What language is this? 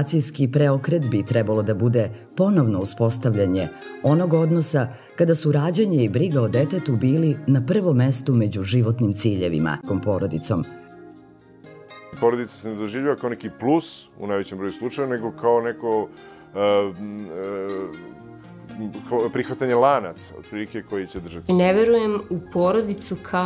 Serbian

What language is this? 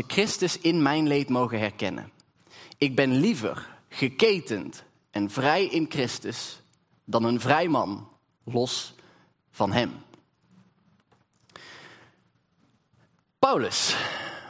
Dutch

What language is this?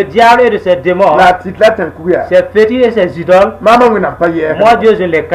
Mossi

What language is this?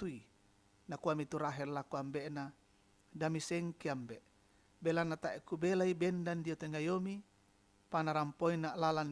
Toraja-Sa'dan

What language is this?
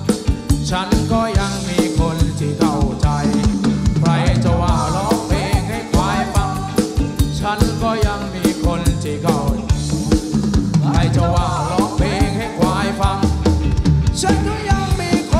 Thai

